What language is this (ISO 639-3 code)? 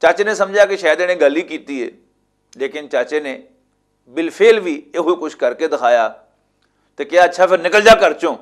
lah